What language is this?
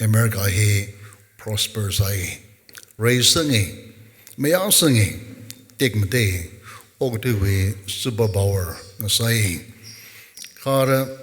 Tangkhul Naga (India)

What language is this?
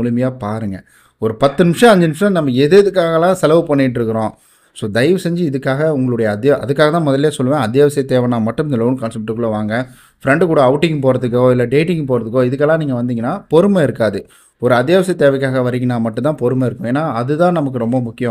Tamil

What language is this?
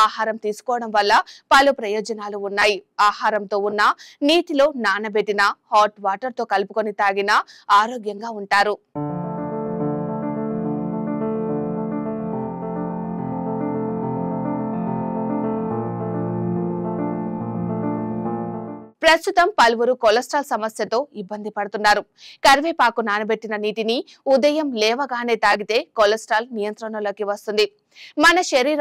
Telugu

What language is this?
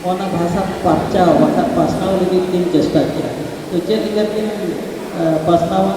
Santali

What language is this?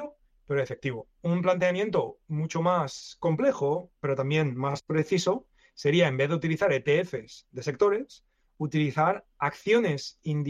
Spanish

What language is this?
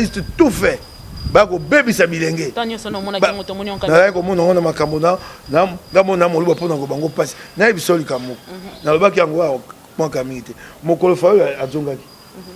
Lingala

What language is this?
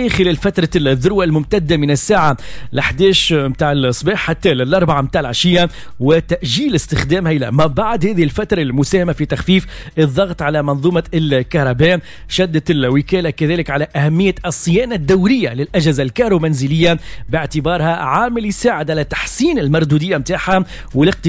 Tunisian Arabic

